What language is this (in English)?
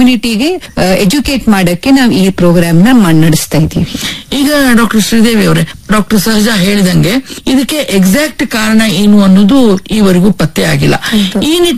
Kannada